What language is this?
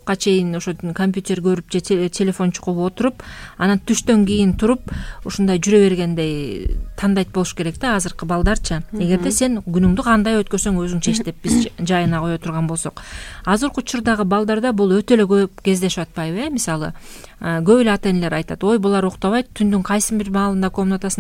Kyrgyz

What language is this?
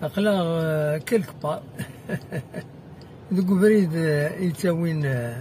Kabyle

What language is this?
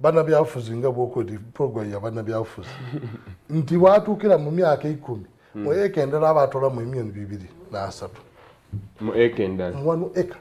Soga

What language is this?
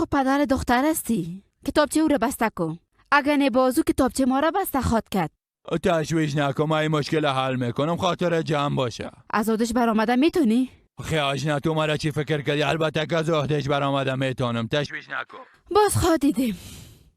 Persian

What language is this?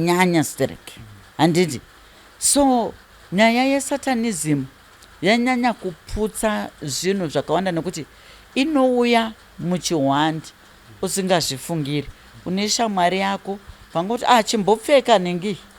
Shona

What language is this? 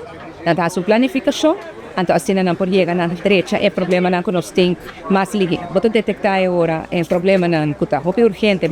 Papiamento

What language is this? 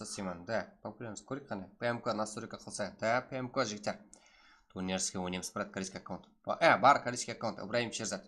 Kara-Kalpak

